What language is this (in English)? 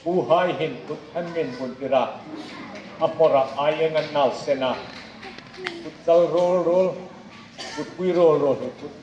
Hmar